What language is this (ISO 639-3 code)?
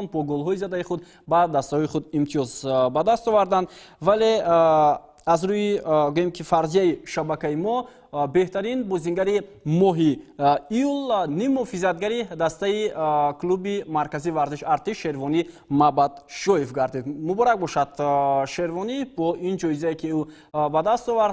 tgk